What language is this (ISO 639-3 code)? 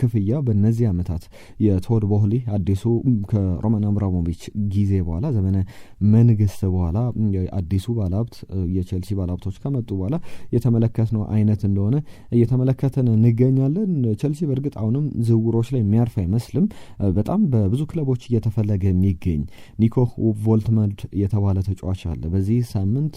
amh